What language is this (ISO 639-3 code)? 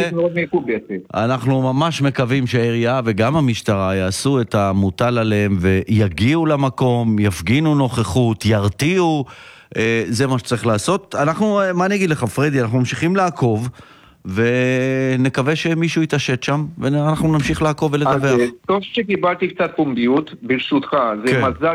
heb